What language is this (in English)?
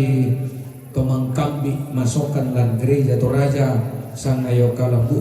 Toraja-Sa'dan